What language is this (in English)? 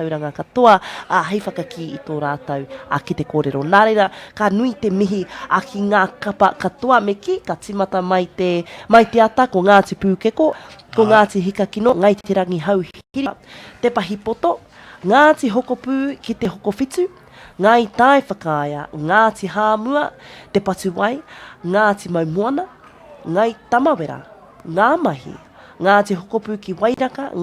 Māori